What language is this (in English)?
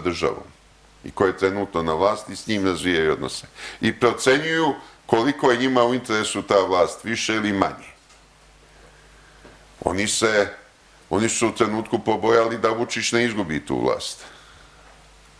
Serbian